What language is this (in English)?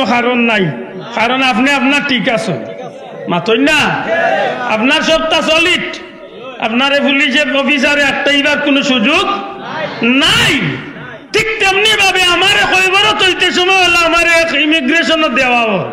Sylheti